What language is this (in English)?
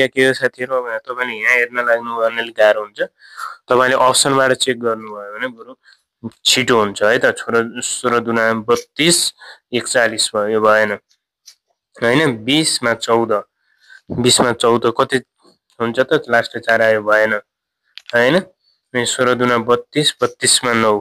Nepali